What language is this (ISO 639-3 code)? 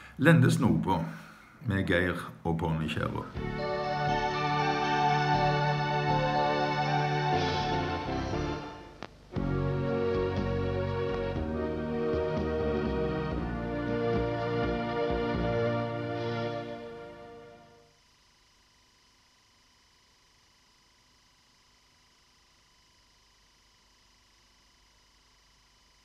nor